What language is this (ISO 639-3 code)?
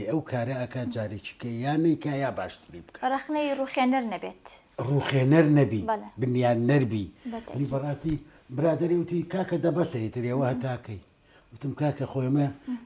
ckb